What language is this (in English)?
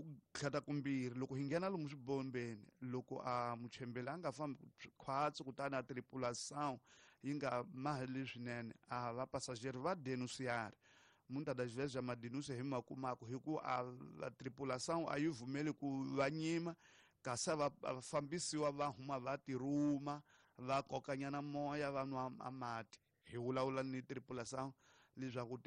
Tsonga